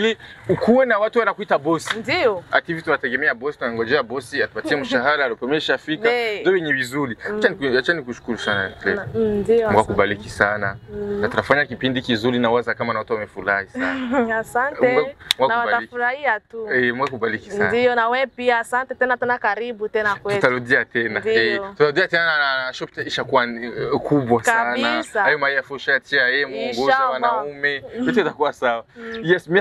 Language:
Swahili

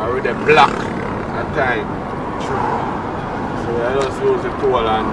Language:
Jamaican Creole English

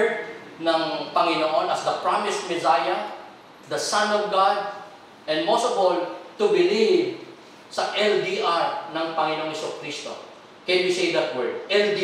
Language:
Filipino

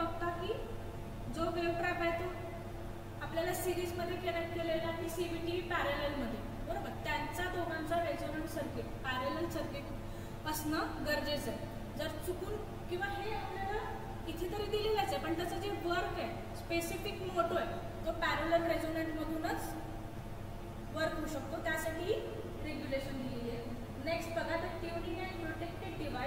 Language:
Marathi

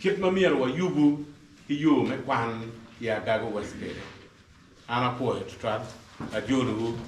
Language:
Acoli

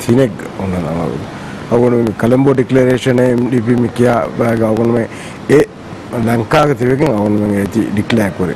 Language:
Divehi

